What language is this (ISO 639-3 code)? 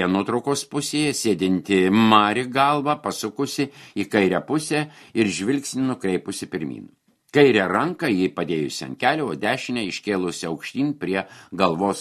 lit